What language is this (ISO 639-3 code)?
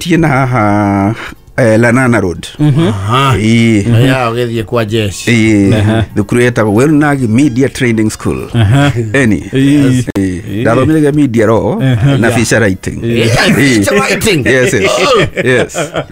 kik